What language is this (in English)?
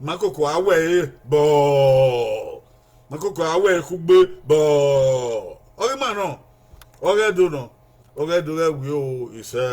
Bini